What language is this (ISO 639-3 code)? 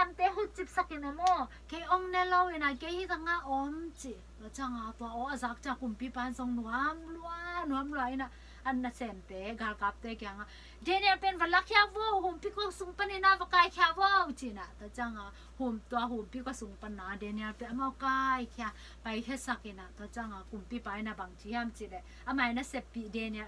ctd